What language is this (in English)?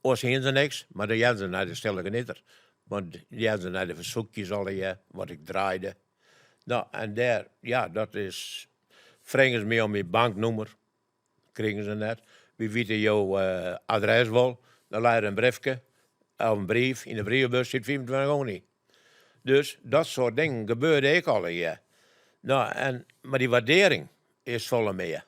Western Frisian